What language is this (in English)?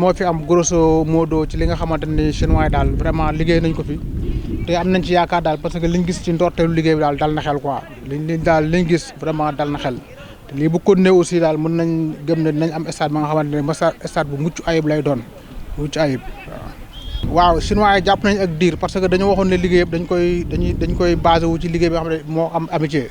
Wolof